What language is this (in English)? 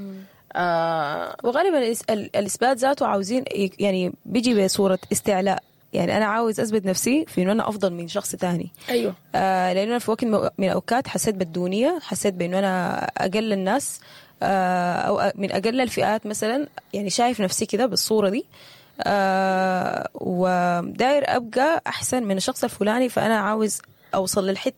Sudanese Arabic